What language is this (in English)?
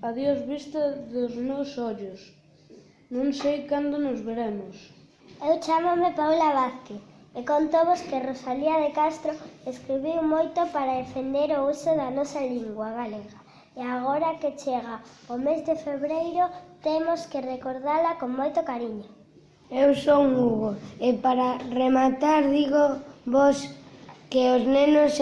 Galician